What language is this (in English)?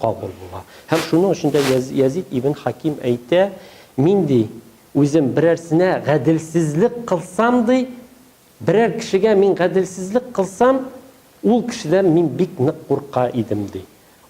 Tatar